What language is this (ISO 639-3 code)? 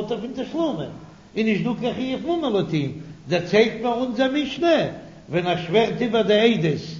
yid